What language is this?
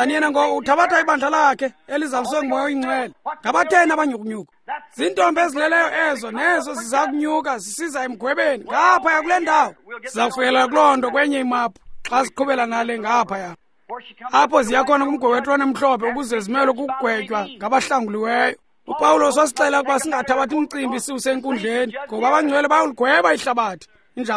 Xhosa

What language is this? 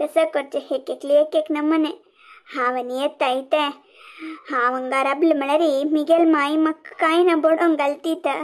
Konkani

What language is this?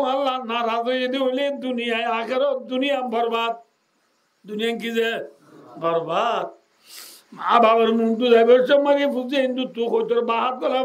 Rohingya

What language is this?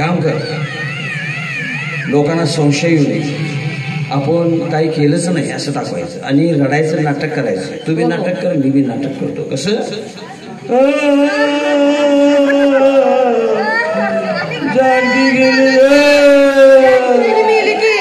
Marathi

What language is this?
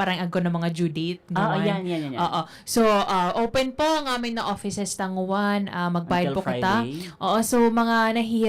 Bikol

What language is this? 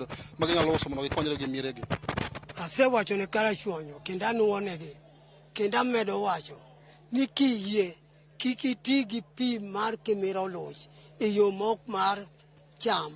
Luo (Kenya and Tanzania)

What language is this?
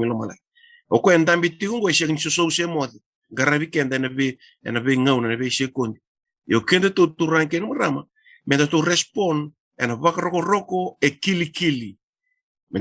Fijian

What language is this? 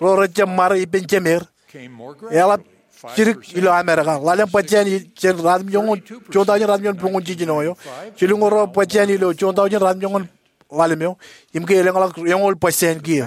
Marshallese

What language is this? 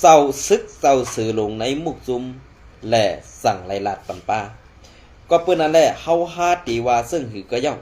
Shan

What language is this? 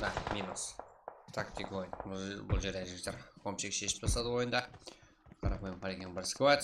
Kara-Kalpak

